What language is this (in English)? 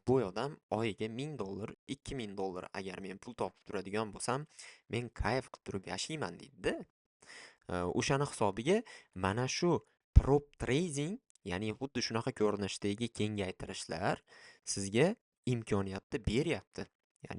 Uzbek